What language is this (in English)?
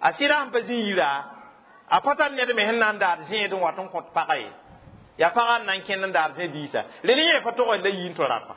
Mossi